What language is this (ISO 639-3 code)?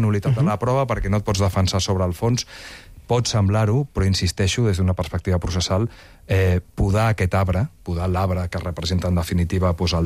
cat